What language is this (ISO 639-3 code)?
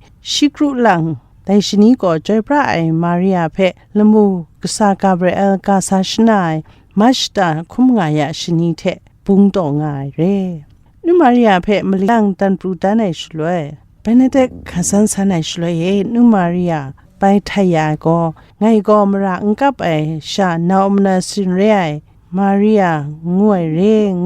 kac